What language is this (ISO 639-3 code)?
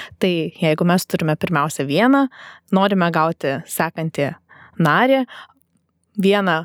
lit